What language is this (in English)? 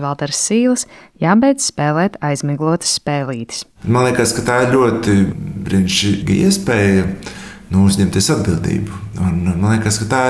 Latvian